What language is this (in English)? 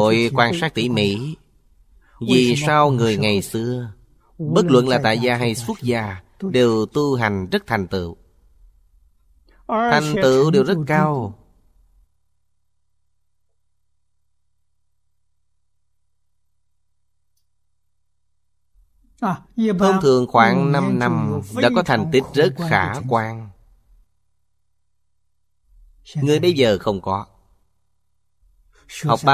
Vietnamese